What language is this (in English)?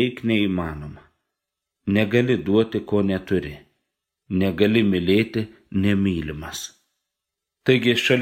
Lithuanian